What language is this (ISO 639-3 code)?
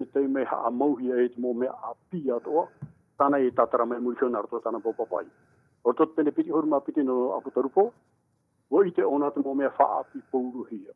tah